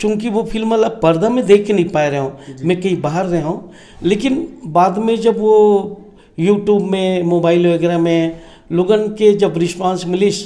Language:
Chhattisgarhi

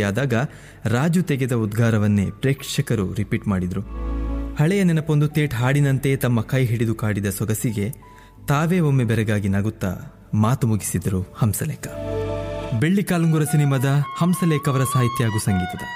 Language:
Kannada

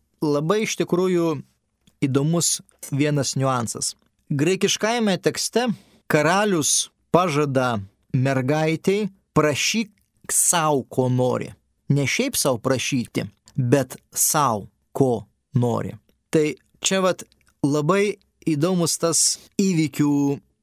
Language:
Lithuanian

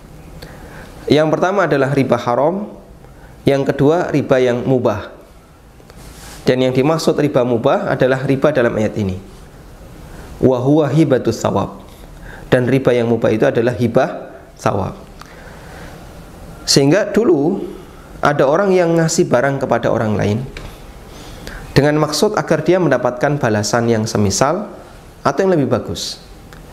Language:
Indonesian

